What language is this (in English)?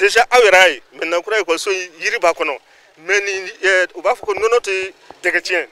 Bambara